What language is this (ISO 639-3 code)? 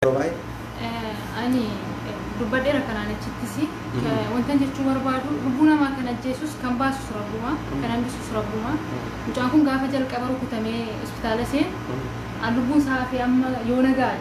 orm